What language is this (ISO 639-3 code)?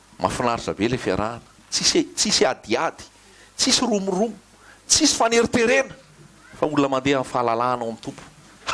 mlg